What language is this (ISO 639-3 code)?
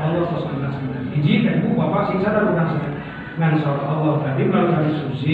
sun